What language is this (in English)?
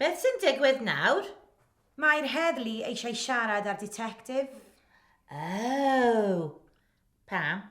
Welsh